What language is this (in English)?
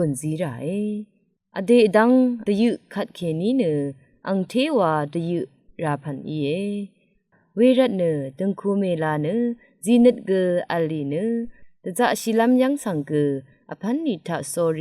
Rawang